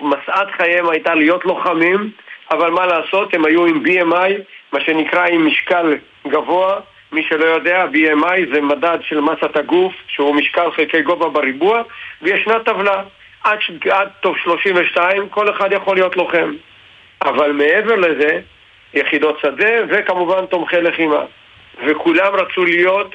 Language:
Hebrew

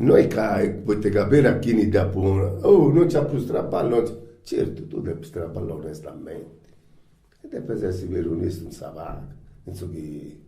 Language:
Sardinian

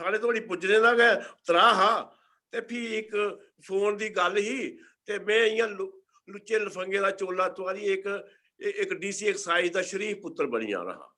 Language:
Dogri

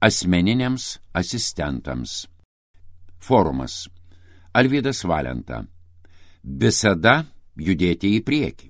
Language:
Lithuanian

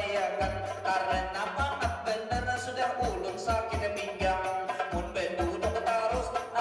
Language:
Banjar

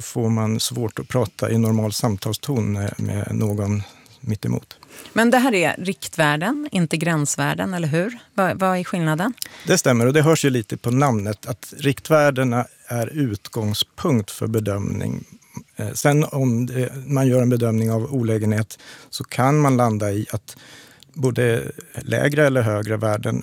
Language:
Swedish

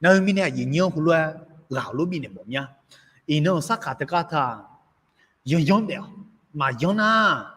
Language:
Akha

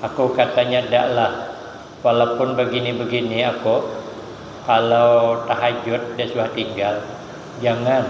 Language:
Banjar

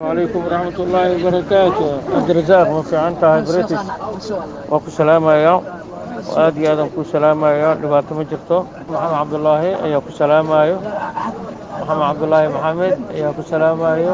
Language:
Somali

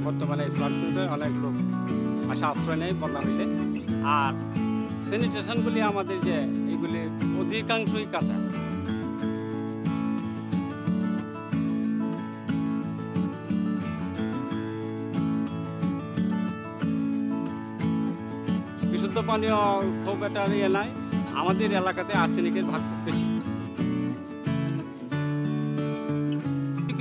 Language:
Bangla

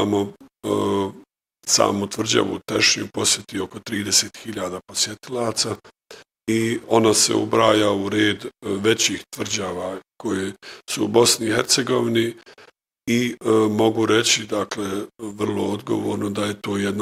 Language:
Bosnian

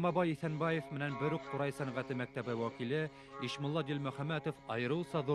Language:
Bashkir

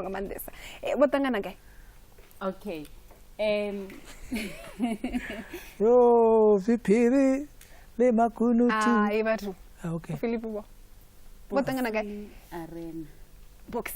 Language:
Venda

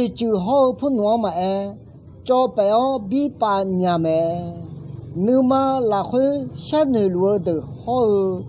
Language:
Akha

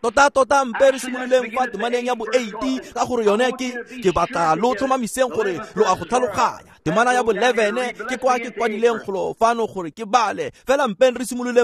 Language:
Tswana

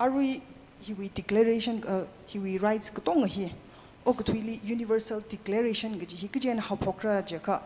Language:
Tangkhul Naga (India)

